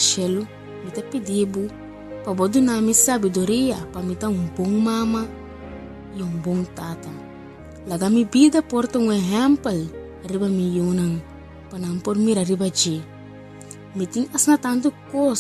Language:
Papiamento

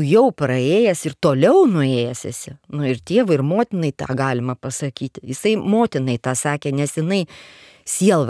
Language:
Lithuanian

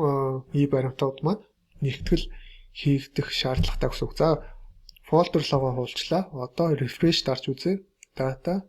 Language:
Mongolian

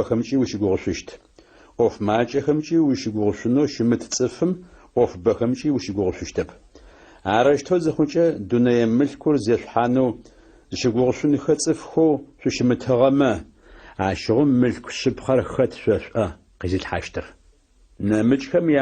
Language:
Adyghe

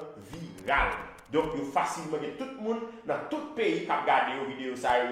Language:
Haitian Creole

